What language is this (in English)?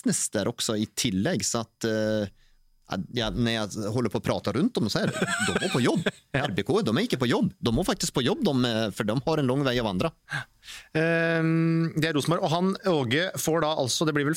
Norwegian